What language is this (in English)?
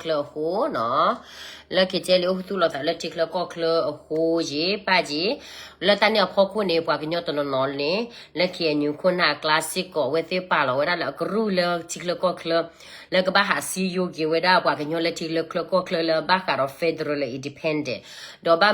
S'gaw Karen